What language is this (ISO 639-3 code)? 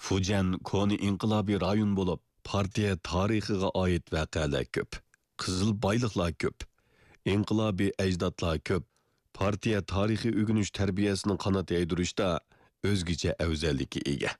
uig